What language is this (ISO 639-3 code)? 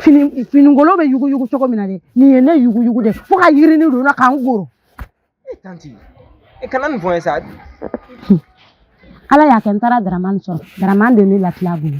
bam